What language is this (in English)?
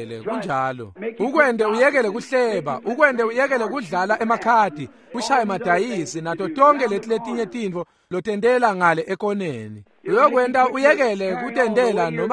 Swati